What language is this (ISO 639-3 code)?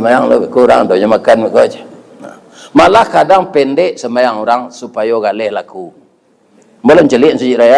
min